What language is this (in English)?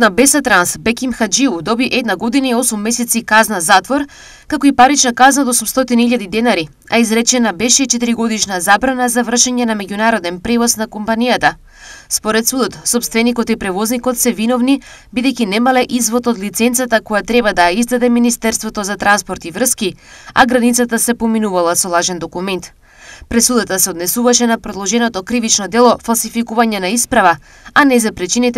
Macedonian